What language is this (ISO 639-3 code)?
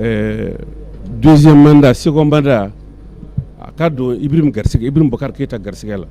bam